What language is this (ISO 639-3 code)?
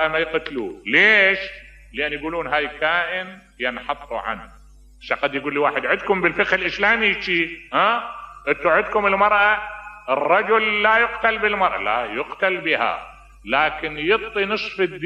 acm